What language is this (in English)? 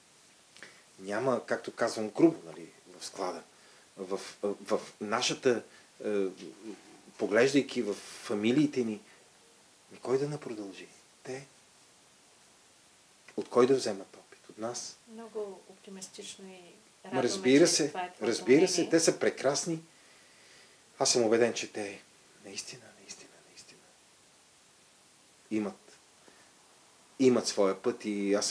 Bulgarian